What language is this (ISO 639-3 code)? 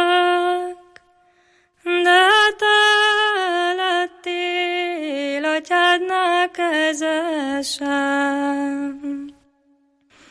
hun